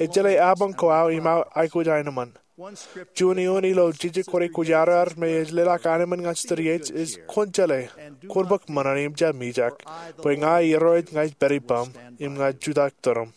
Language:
Marshallese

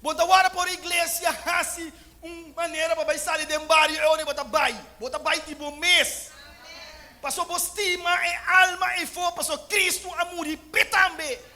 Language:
Papiamento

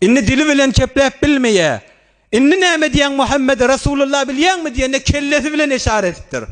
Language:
Turkmen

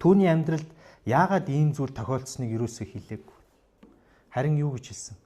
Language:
Mongolian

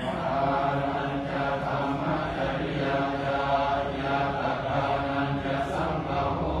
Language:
Pali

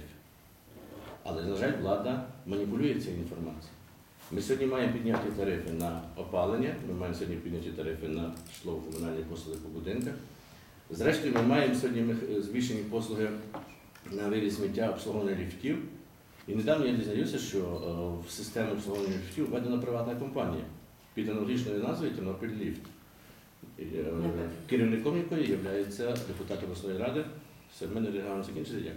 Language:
Ukrainian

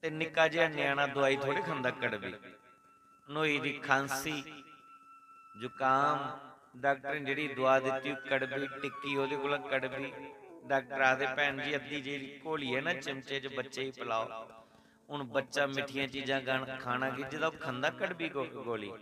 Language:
Dogri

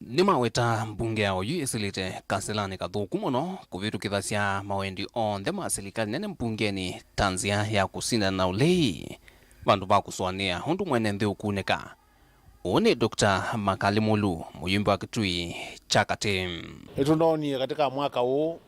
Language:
Kamba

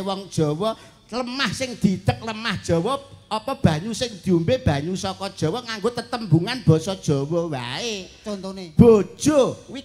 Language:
Javanese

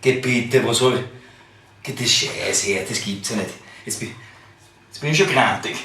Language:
Bavarian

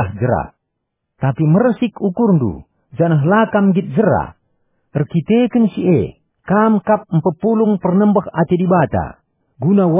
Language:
Batak Karo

